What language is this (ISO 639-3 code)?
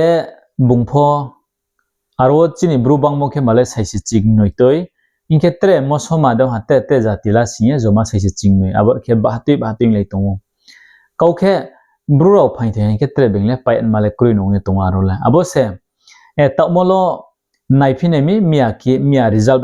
ria